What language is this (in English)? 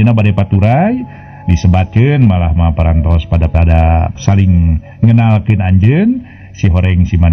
Sundanese